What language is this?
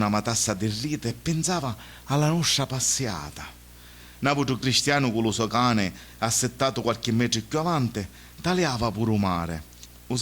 Sicilian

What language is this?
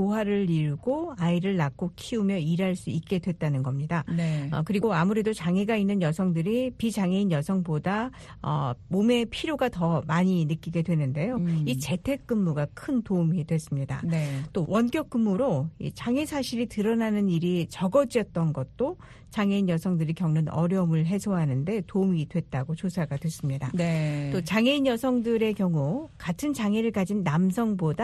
Korean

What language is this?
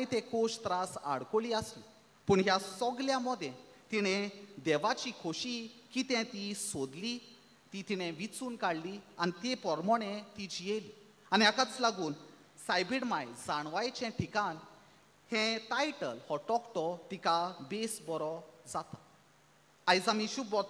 Konkani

